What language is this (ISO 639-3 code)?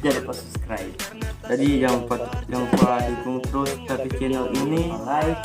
xmm